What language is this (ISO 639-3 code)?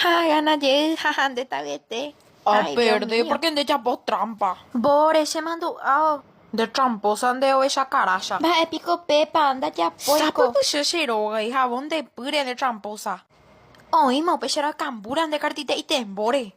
grn